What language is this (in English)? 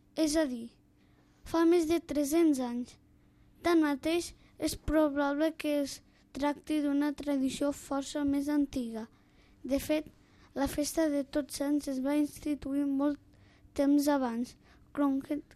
Catalan